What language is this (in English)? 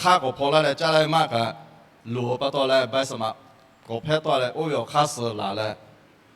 Lahu